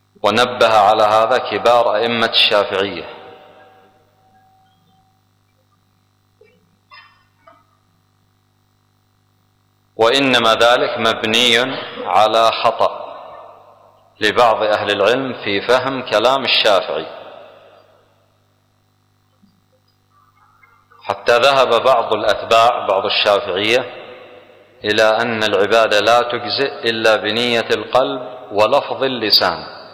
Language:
Arabic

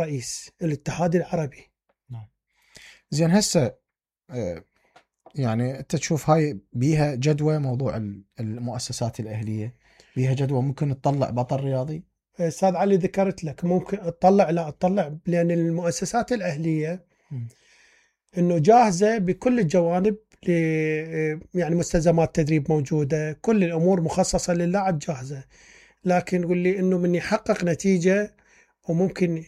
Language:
Mesopotamian Arabic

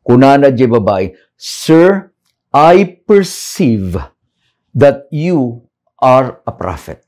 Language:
Iloko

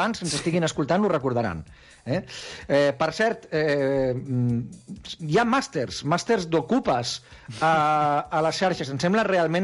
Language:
Catalan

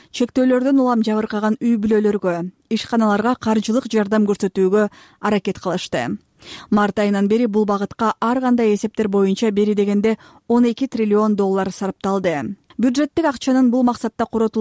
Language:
Kyrgyz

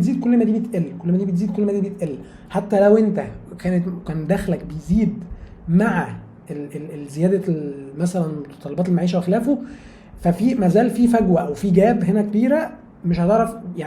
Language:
Egyptian Arabic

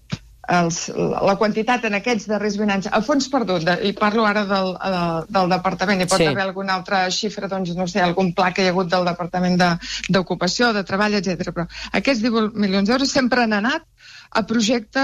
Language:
Catalan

